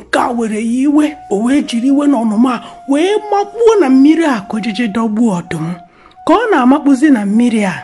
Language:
Igbo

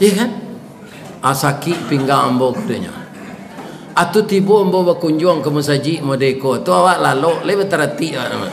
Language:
Minangkabau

